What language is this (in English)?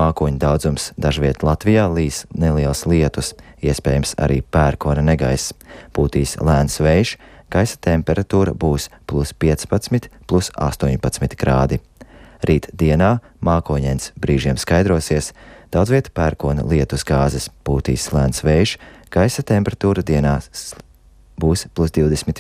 Latvian